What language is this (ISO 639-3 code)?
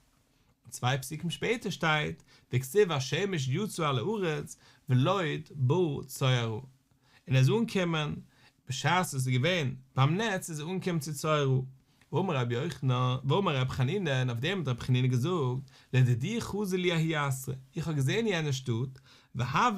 yid